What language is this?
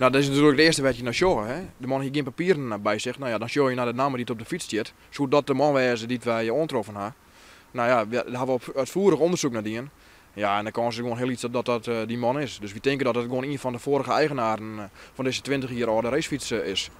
Western Frisian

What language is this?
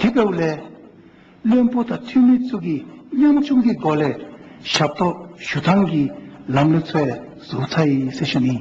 Dzongkha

